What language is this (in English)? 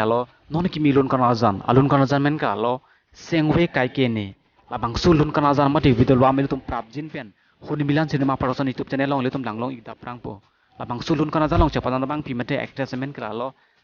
Karbi